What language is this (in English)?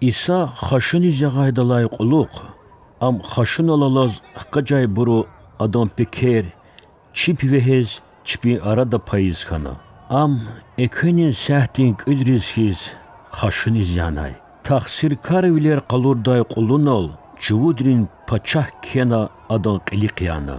Lezghian